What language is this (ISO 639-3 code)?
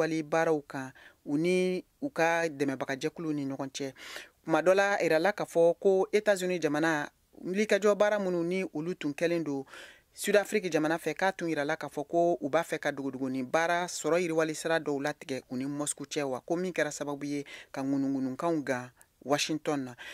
bam